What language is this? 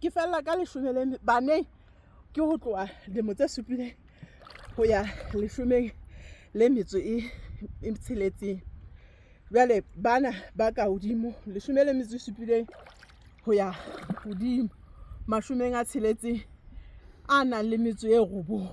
Southern Sotho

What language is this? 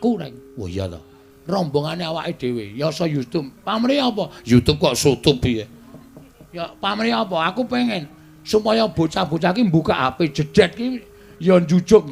Javanese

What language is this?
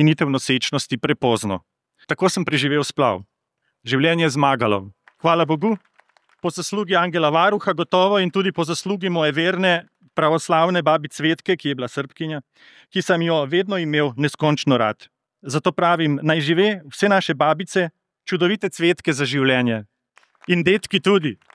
Slovenian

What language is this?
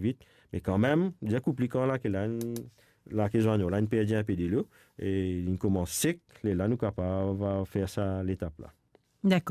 Morisyen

